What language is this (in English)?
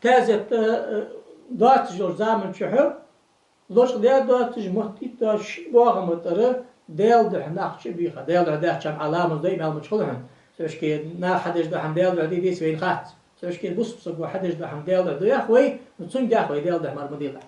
Ingush